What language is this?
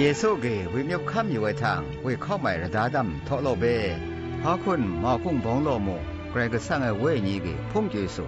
Zaiwa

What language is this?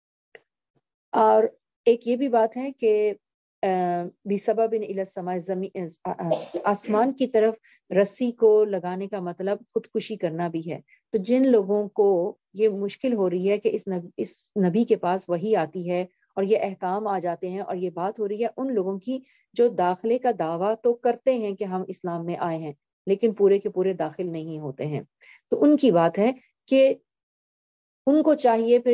Urdu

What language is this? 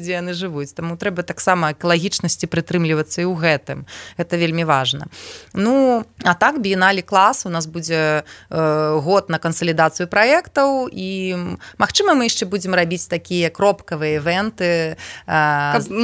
Belarusian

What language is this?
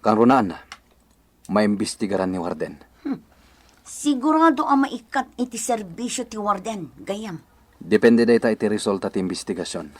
Iloko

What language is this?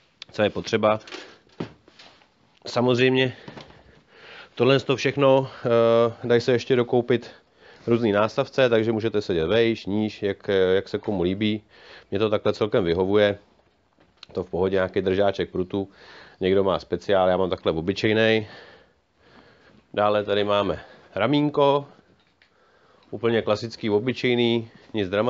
Czech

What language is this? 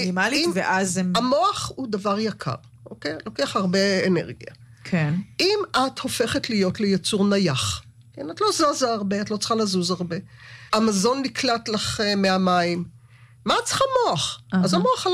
Hebrew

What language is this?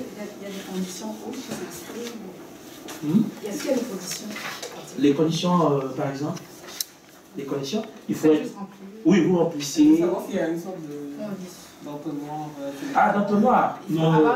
French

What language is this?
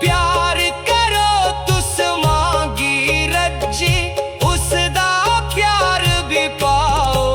Dogri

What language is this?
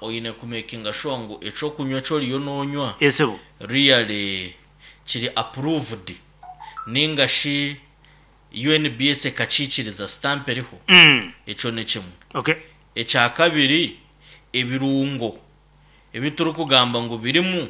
Nyankole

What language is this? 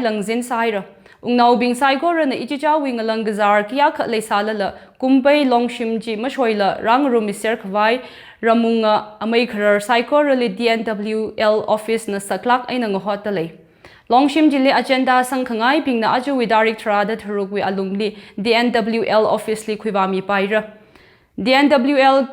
Tangkhul Naga (India)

